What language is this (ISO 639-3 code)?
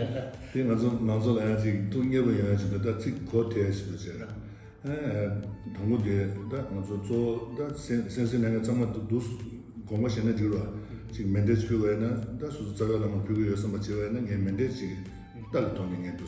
bod